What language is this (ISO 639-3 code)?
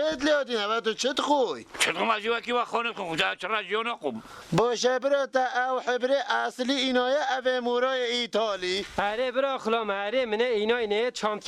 kur